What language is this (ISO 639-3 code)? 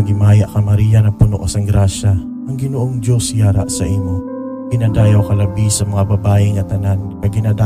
hil